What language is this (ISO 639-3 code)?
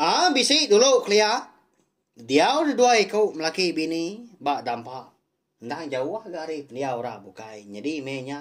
iba